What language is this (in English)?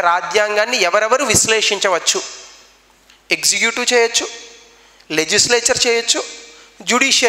Telugu